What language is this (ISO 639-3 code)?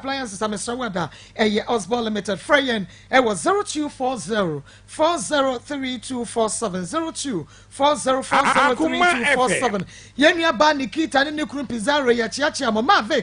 aka